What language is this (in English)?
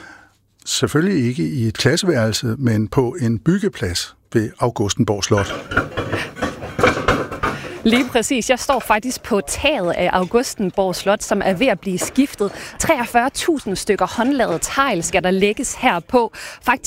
Danish